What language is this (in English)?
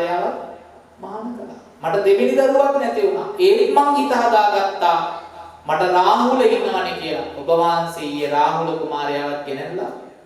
Sinhala